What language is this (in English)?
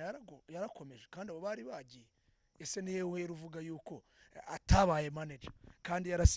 Kinyarwanda